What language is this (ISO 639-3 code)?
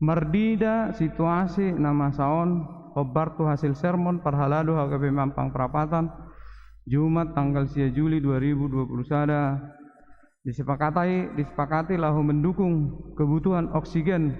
bbc